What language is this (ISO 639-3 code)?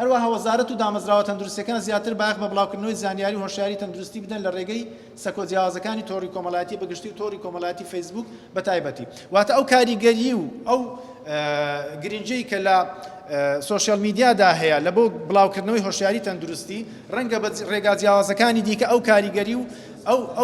ckb